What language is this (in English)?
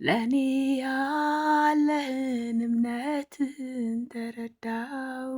Amharic